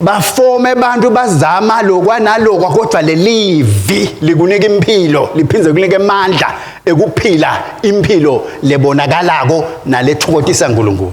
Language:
Swati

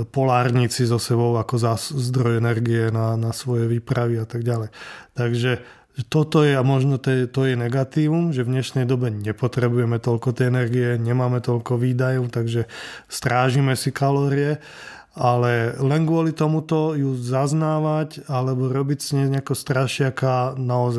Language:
Slovak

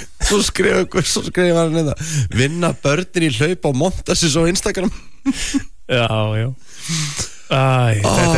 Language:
Icelandic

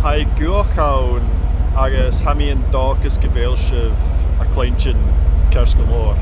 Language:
Scottish Gaelic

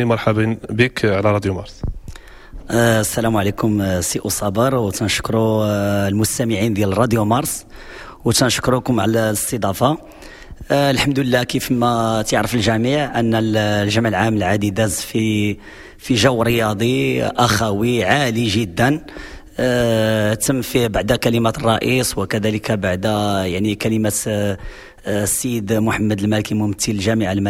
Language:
Moroccan Arabic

